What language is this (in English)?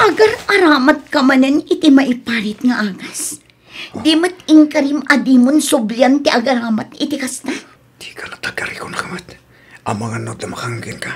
Iloko